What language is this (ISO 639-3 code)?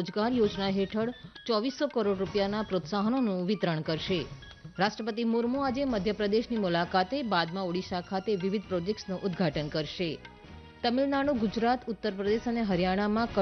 guj